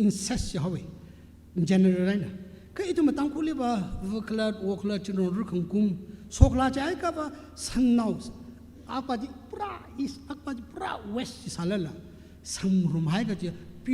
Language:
Tangkhul Naga (India)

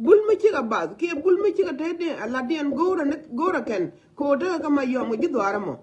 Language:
Nuer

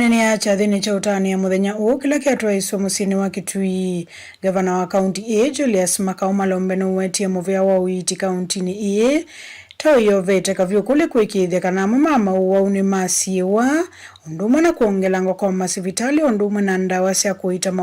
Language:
Kamba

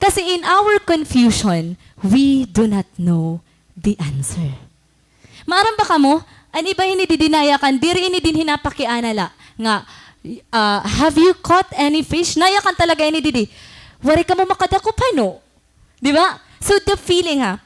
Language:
Waray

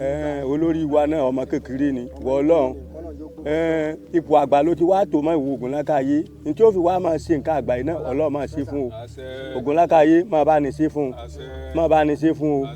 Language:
Yoruba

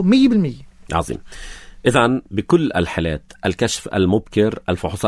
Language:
North Levantine Arabic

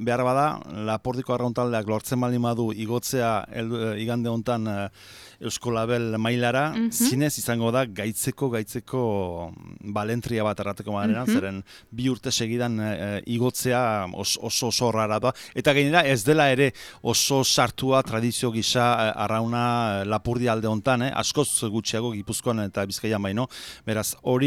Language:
Basque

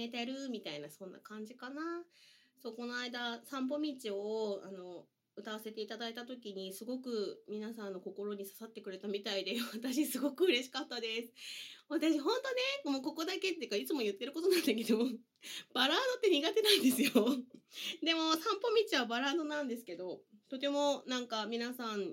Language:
Japanese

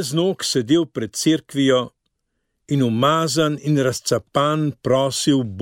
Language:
Slovenian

